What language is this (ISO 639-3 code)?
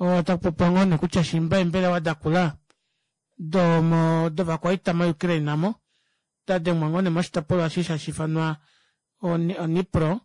kua